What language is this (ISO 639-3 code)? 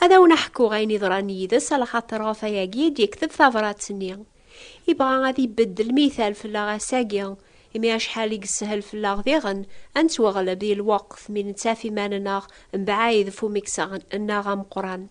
kab